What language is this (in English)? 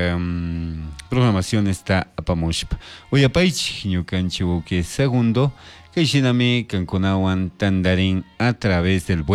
Chimborazo Highland Quichua